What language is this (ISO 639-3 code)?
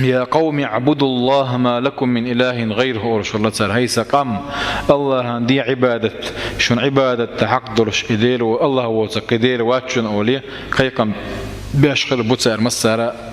che